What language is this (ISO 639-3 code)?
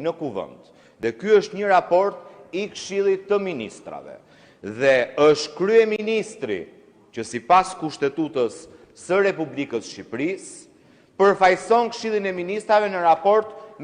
sqi